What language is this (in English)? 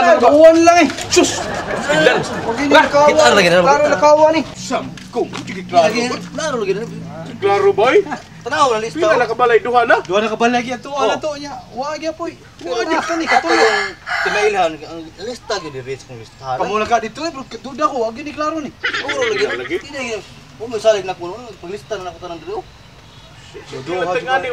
Cebuano